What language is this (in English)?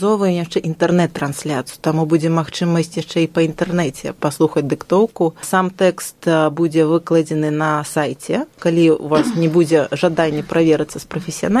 Belarusian